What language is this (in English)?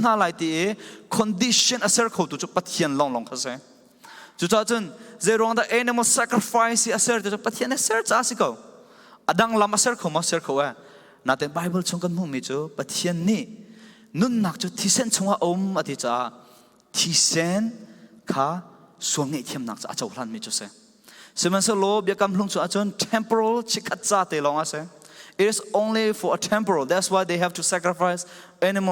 Falam Chin